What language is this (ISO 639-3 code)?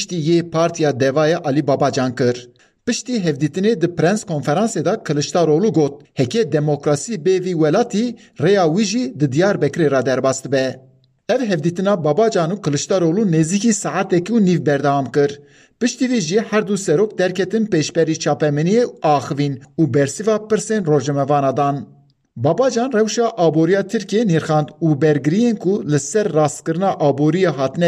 kur